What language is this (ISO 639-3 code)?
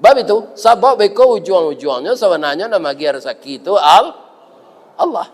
min